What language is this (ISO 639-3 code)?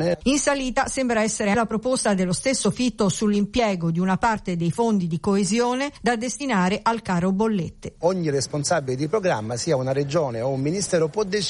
ita